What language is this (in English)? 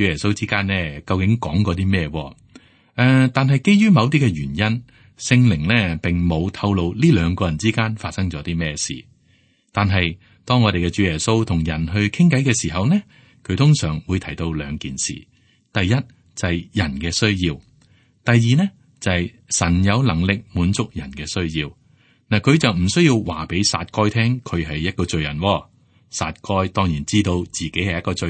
Cantonese